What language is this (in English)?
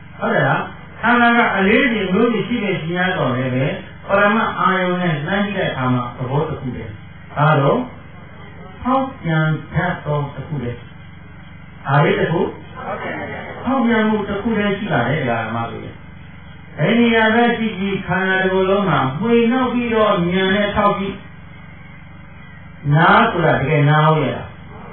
Burmese